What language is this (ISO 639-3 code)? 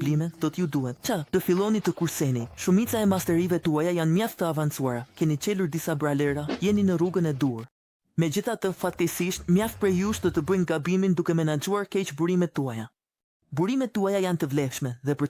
sqi